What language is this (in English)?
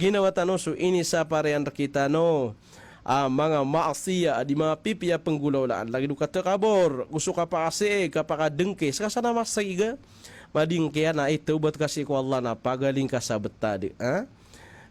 Maranao